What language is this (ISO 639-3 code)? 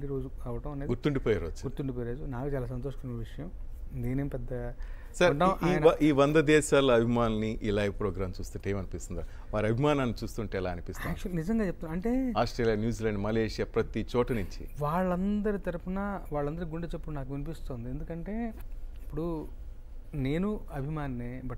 tel